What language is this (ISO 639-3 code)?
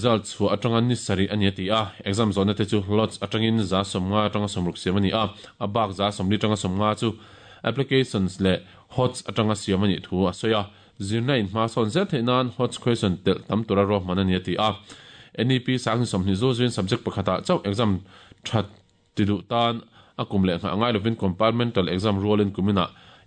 lus